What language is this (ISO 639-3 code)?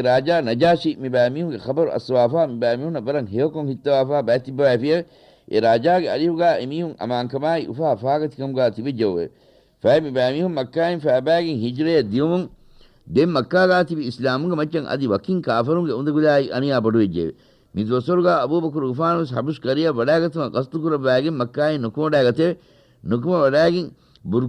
div